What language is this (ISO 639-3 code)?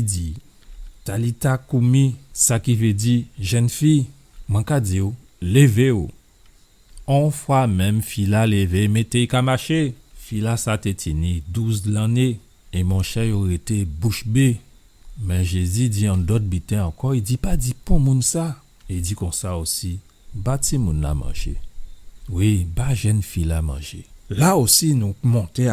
gcf